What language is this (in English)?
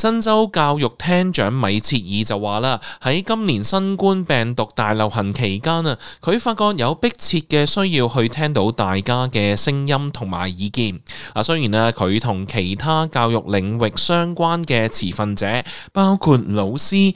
Cantonese